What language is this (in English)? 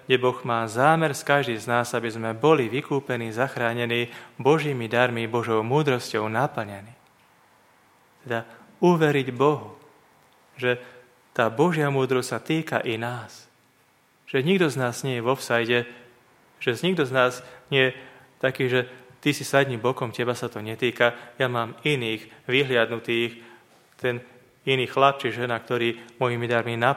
Slovak